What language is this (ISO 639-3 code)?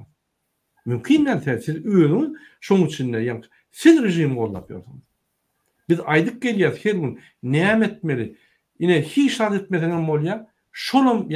tuk